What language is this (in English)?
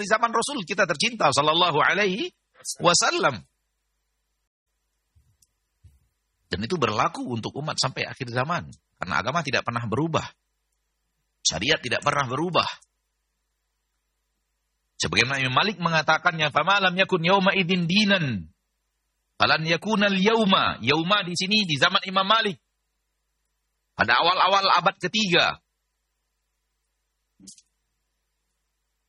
Indonesian